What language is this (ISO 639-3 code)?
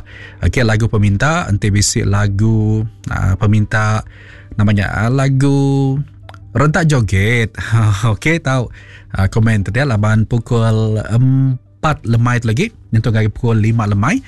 iba